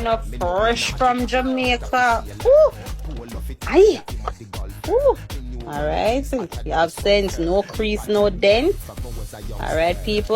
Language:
Jamaican Creole English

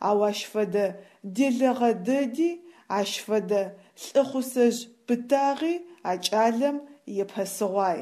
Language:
Adyghe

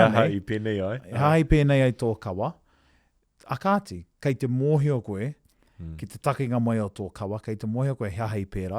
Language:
Māori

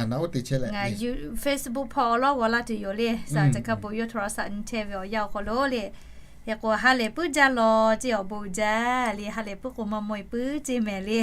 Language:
Lahu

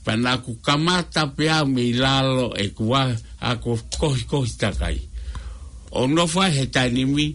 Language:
Tongan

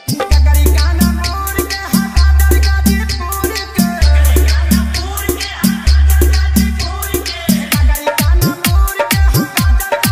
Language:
Bhojpuri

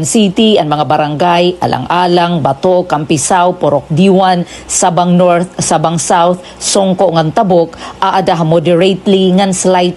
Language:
Waray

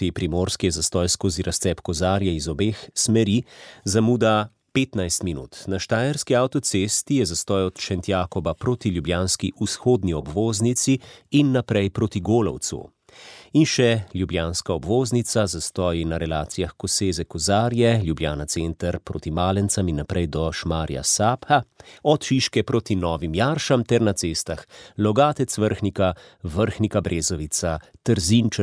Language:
Slovenian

